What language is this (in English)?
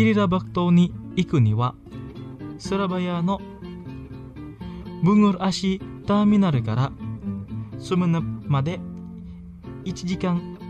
Japanese